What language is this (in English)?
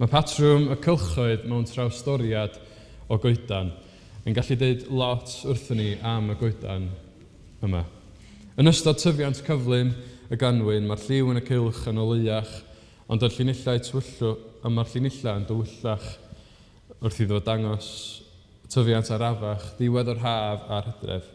Welsh